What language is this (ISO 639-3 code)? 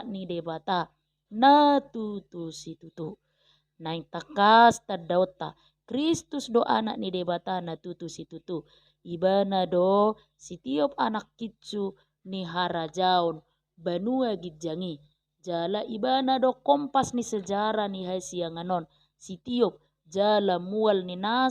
bbc